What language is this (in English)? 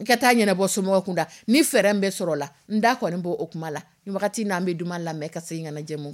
Dyula